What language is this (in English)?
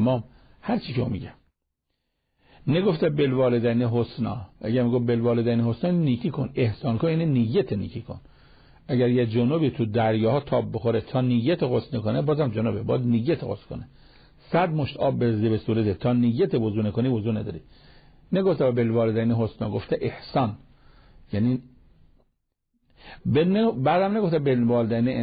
Persian